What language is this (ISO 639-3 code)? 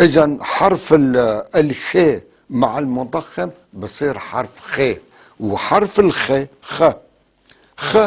apc